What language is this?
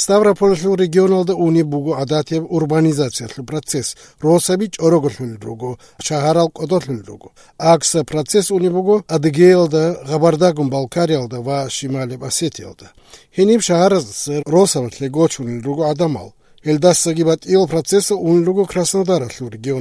Avaric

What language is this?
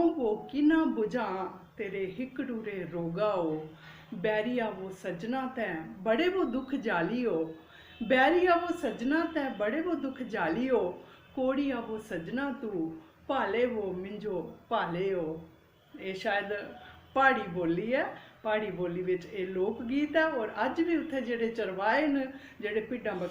Dogri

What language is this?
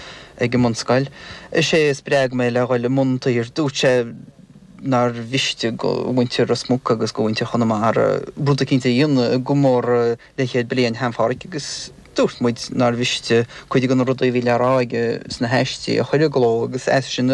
Irish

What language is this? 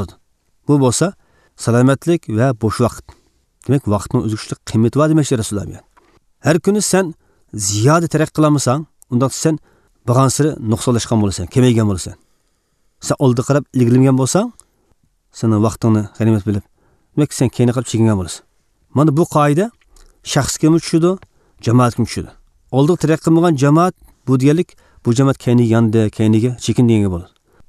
Uyghur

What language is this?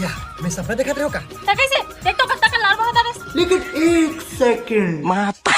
Chhattisgarhi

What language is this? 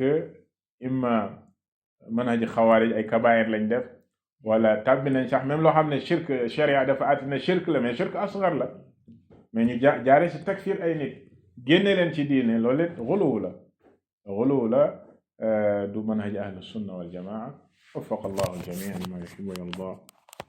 Wolof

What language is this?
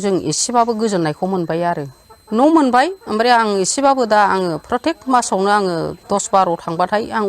Bodo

